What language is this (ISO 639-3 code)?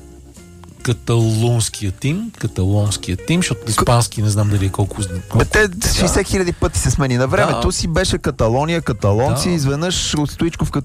bul